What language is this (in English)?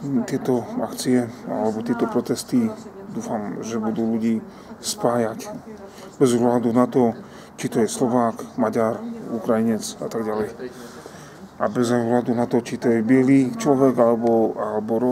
Slovak